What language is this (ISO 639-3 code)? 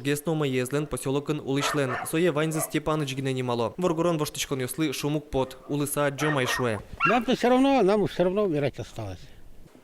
udm